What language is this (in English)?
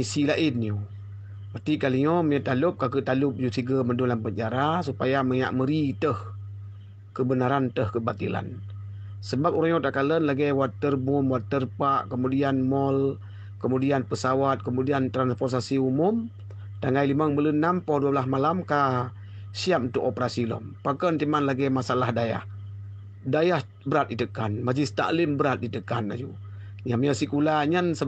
Achinese